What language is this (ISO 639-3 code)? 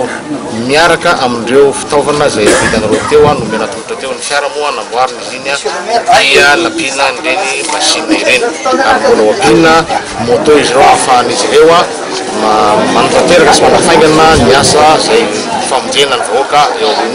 mlg